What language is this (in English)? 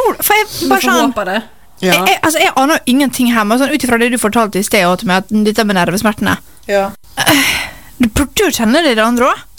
Norwegian